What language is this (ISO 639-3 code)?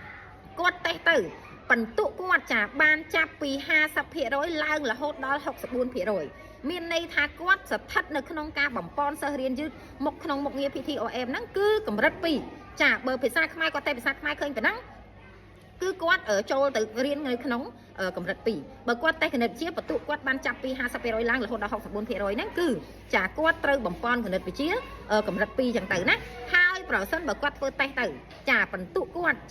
khm